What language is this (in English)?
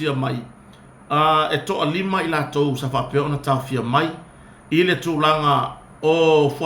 Samoan